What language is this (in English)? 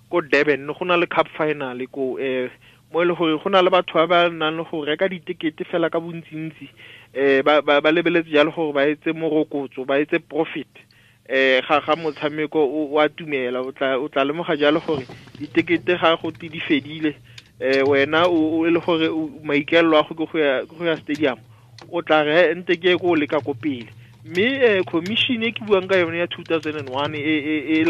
Tswana